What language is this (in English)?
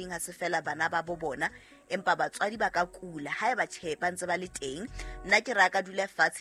Southern Sotho